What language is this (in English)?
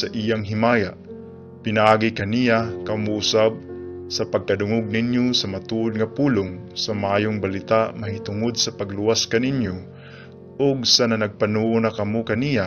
Cebuano